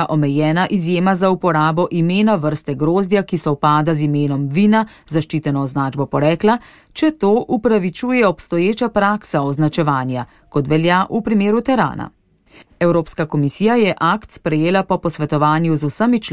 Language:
Slovenian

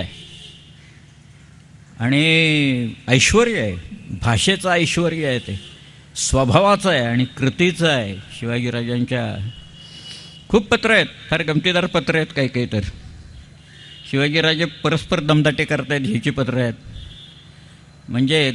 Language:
Marathi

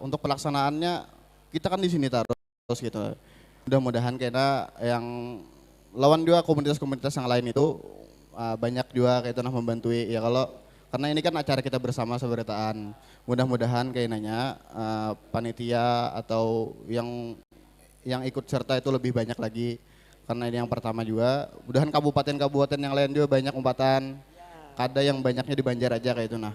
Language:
Banjar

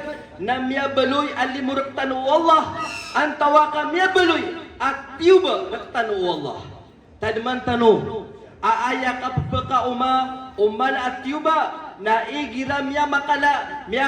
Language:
Maranao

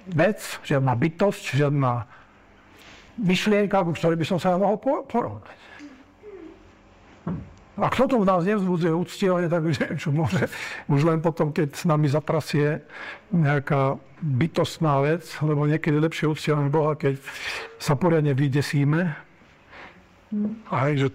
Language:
Slovak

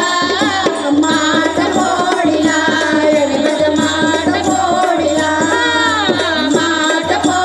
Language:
Marathi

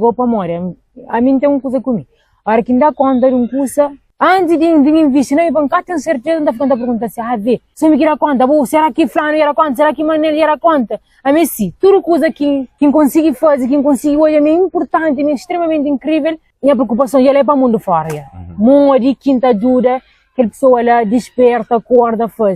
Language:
Kabuverdianu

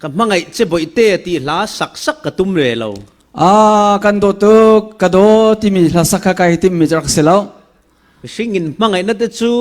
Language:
Falam Chin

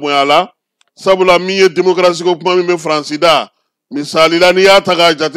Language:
Bambara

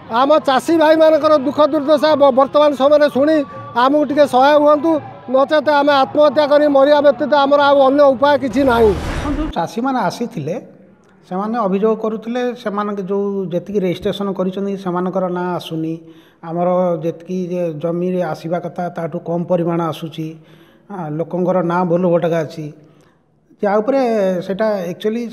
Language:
Odia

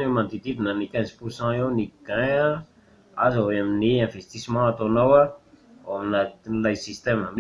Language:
Malagasy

